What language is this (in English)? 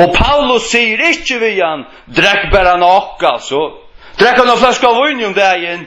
Faroese